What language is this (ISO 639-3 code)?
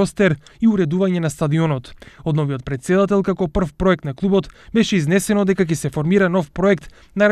mkd